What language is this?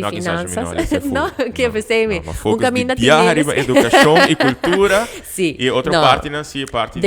Papiamento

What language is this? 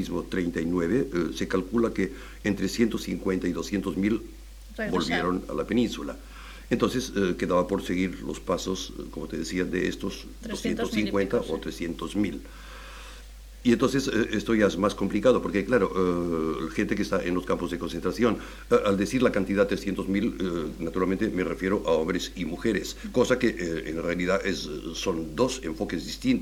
Spanish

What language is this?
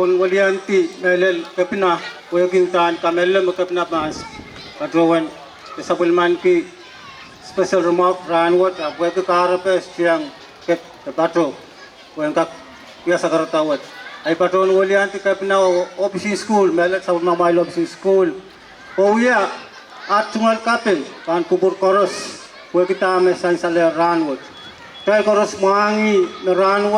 Pohnpeian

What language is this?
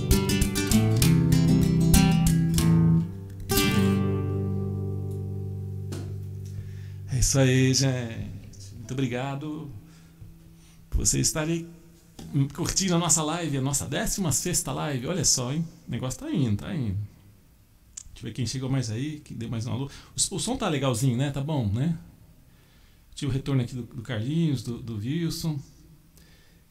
Portuguese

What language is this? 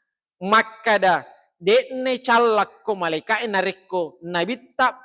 Buginese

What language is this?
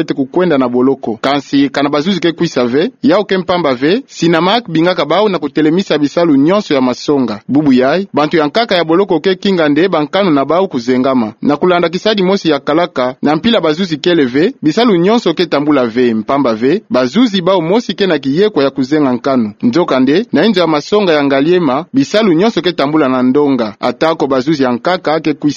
Kituba (Democratic Republic of Congo)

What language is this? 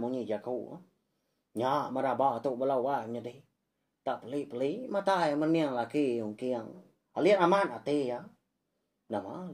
Iban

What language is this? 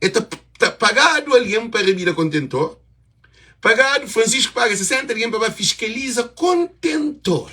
Kabuverdianu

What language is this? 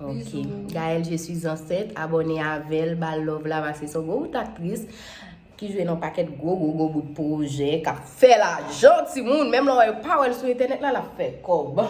Haitian Creole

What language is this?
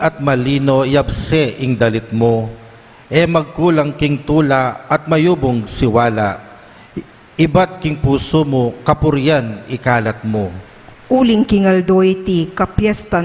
Pampanga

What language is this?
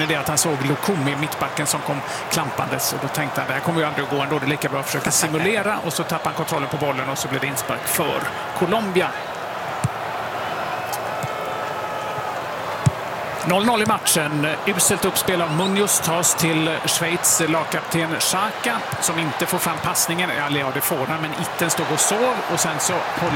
Swedish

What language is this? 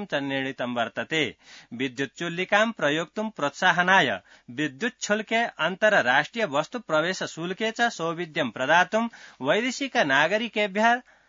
Sanskrit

